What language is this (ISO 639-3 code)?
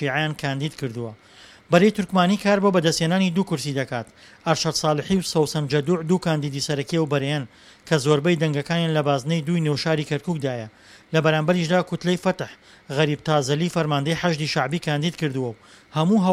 ckb